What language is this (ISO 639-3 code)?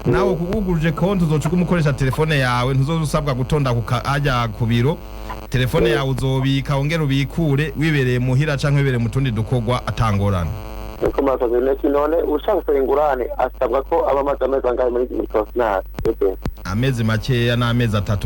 run